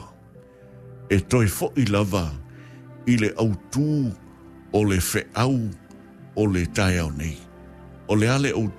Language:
Samoan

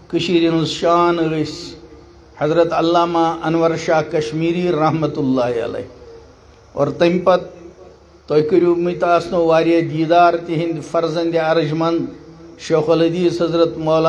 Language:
Kashmiri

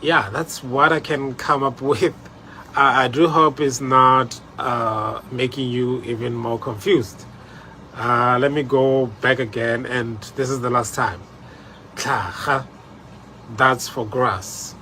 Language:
Tswana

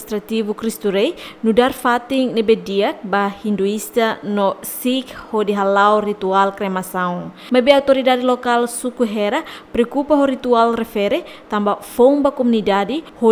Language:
Tetum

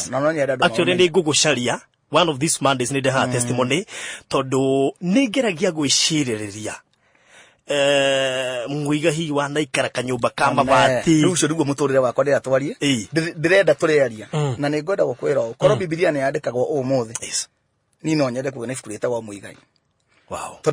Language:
Kikuyu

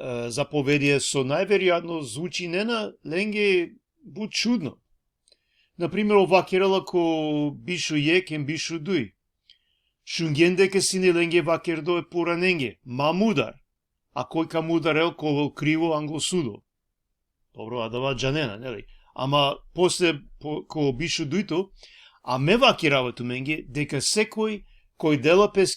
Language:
Balkan Romani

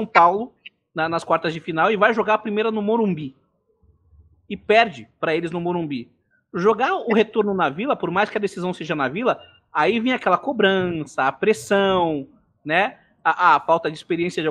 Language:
Portuguese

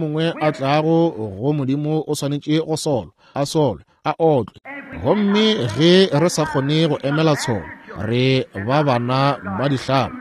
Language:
Northern Sotho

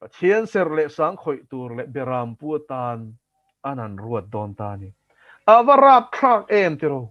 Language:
Mizo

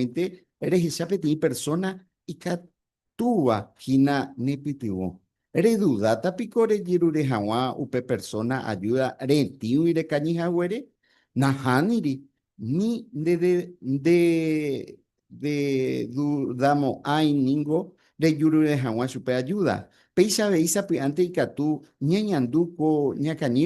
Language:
Guarani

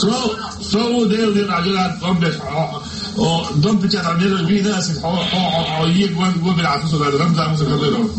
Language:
Chechen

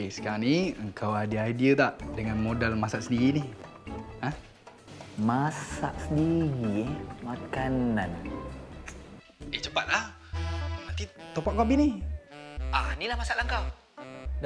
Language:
Malay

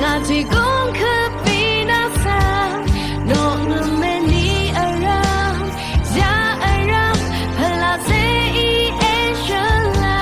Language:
Rawang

